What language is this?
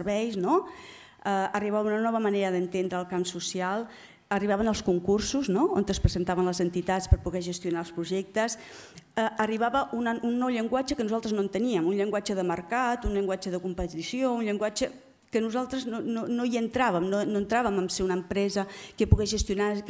Catalan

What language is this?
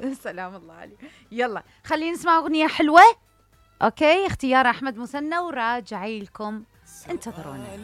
Mesopotamian Arabic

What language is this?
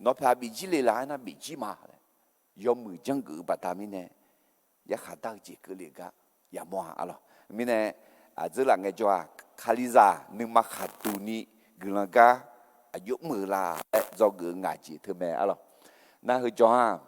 Akha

